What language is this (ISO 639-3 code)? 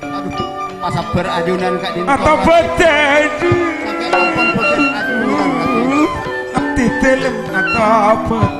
mad